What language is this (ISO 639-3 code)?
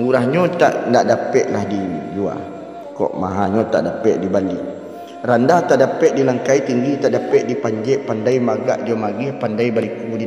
min